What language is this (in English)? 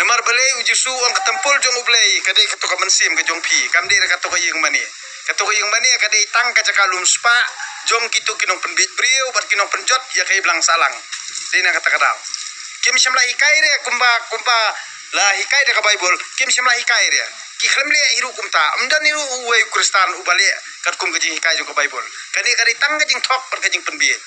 Khasi